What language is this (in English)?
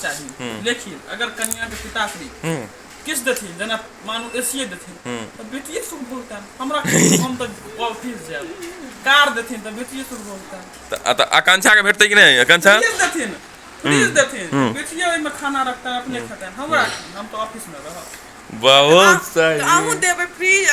Maithili